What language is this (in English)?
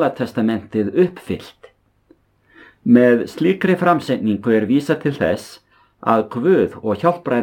Icelandic